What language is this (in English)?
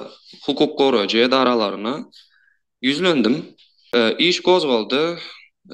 Turkmen